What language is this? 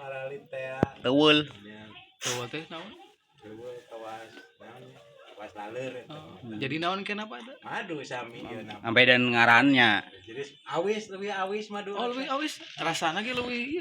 Sundanese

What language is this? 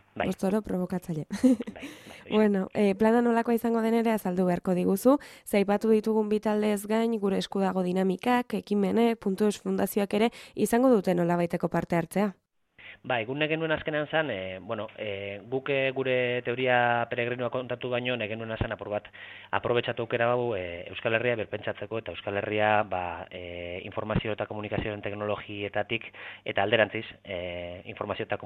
Basque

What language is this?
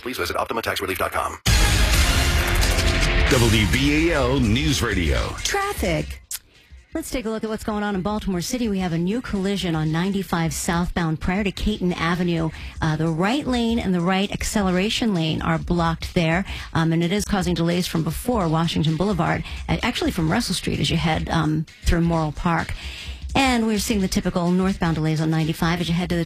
English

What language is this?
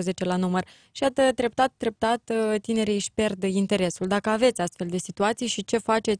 Romanian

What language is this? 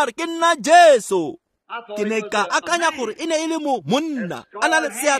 Tswana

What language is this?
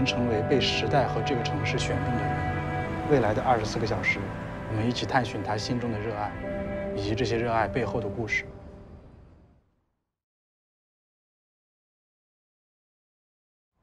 Chinese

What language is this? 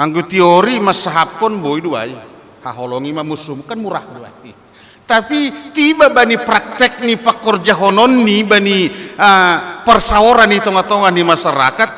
Batak Simalungun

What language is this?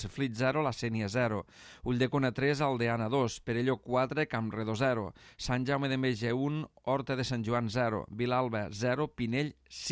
Catalan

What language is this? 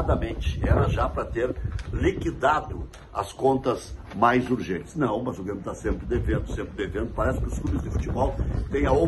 Portuguese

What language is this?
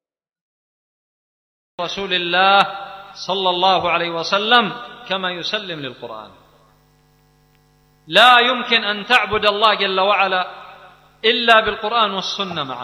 Arabic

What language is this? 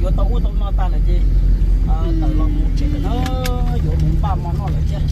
Hmong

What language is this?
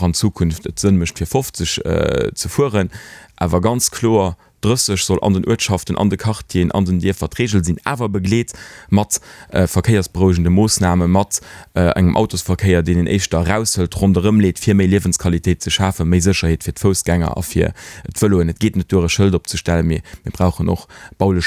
Luxembourgish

